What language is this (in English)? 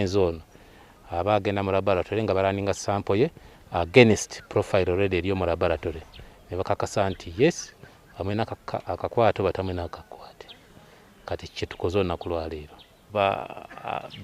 Ganda